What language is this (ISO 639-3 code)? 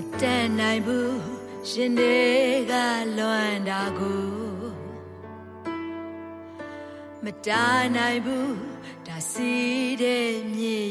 mya